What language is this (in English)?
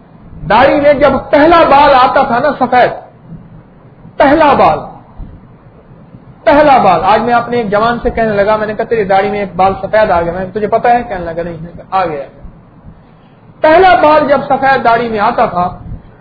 Urdu